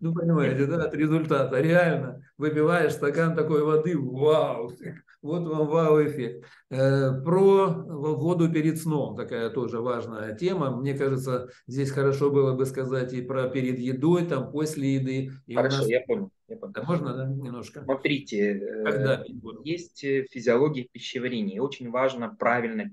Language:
Russian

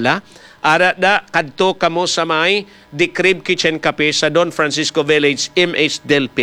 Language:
Hiligaynon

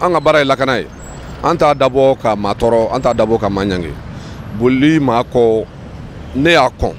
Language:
Bambara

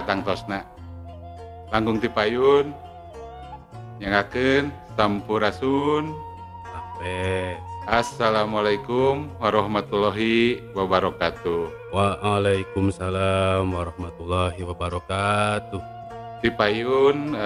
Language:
Sundanese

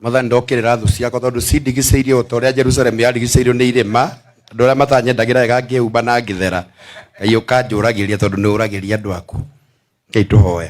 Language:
Kikuyu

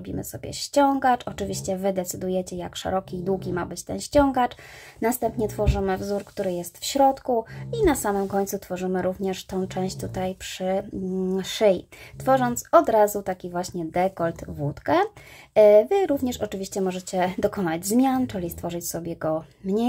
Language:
Polish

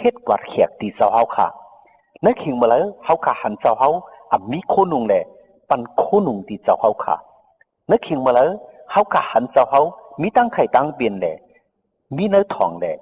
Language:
Shan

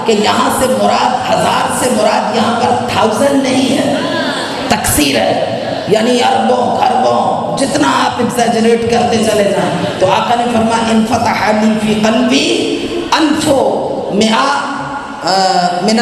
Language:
Urdu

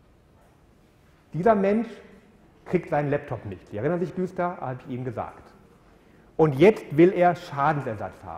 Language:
German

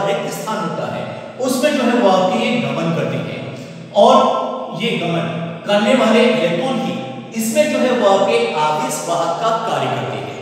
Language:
Hindi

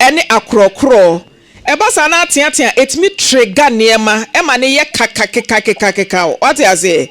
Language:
Akan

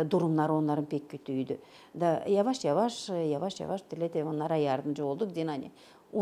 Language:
Gagauz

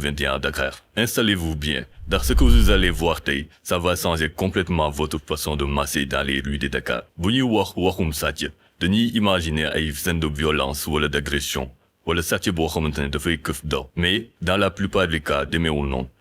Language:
Wolof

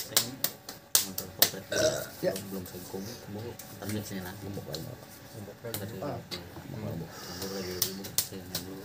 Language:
Betawi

